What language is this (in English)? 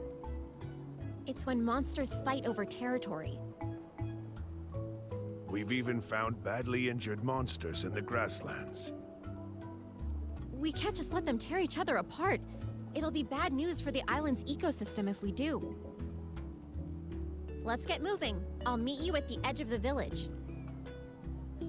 English